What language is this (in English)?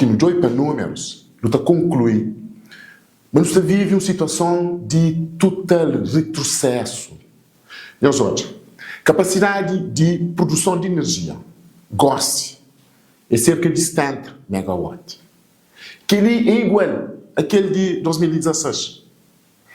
Kabuverdianu